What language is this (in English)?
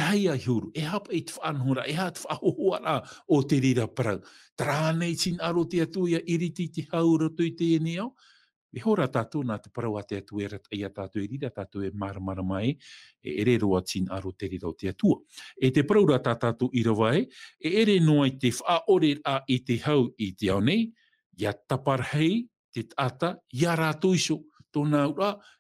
Tahitian